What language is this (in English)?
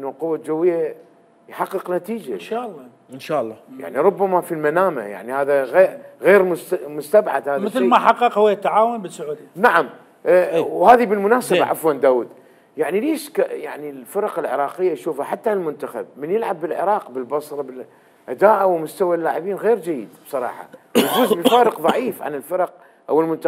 Mesopotamian Arabic